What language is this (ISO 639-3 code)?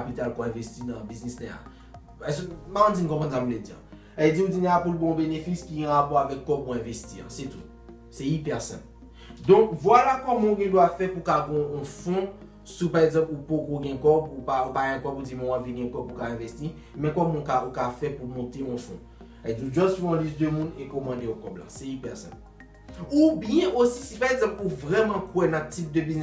hat